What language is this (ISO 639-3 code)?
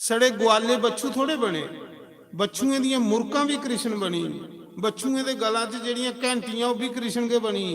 doi